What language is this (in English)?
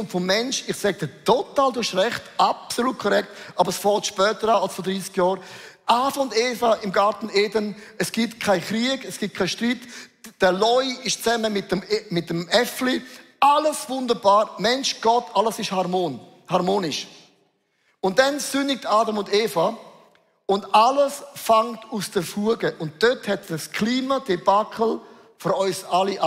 Swiss German